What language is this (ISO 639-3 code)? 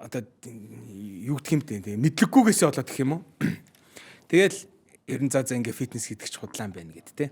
mon